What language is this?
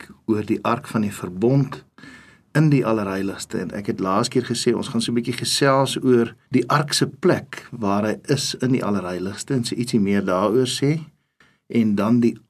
Afrikaans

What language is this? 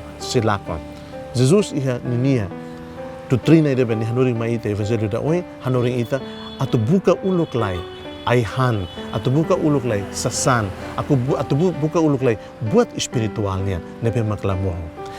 Tetum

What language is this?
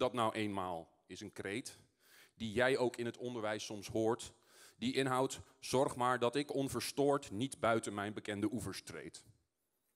Dutch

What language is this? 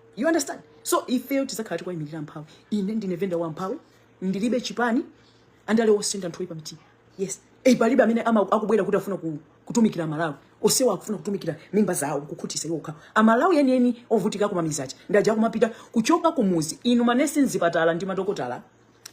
Nyanja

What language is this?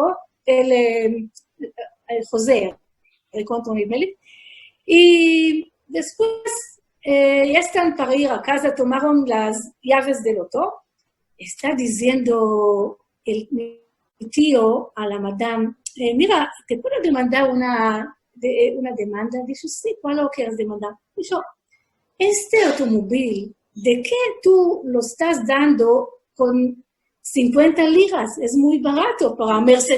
Ladino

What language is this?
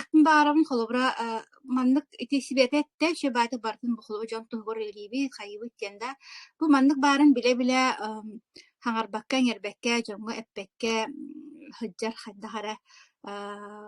Yakut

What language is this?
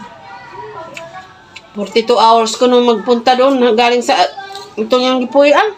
Filipino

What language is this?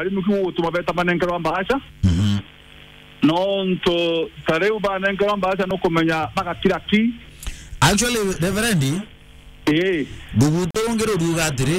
Meru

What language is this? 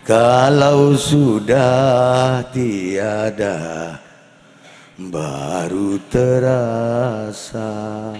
Madurese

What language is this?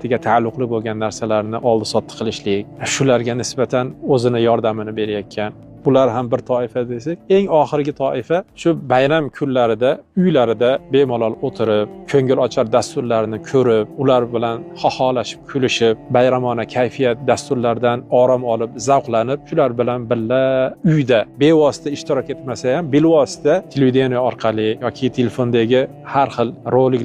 Uzbek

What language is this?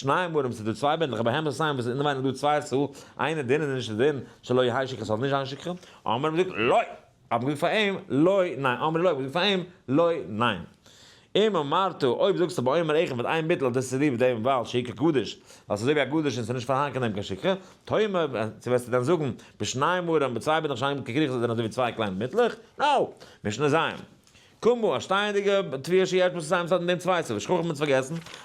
Yiddish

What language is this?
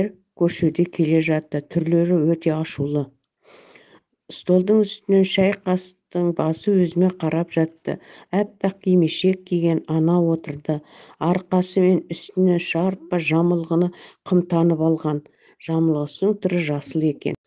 Kazakh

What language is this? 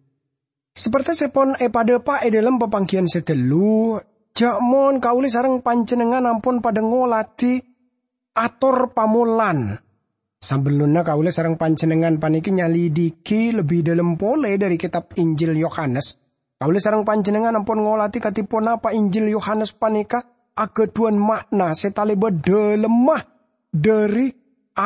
Madurese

